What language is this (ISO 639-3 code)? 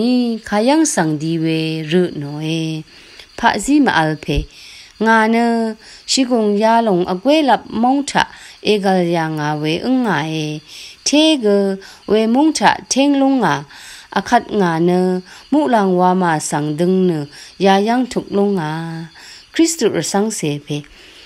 raw